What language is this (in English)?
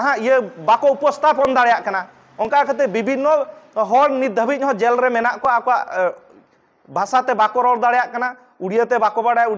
Santali